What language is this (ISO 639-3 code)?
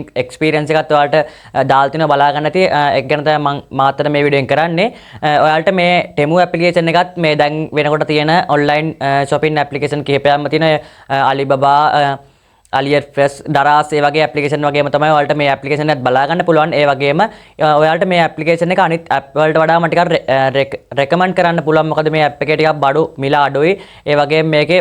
sin